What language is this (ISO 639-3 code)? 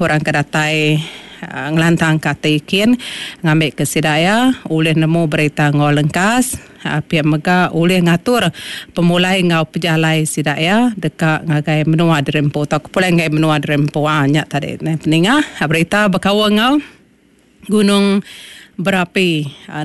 iba